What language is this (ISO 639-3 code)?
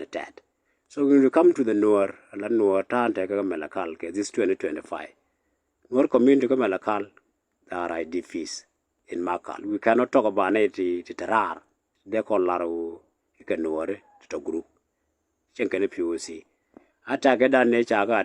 nus